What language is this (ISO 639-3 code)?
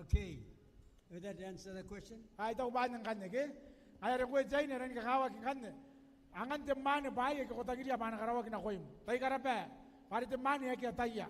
gil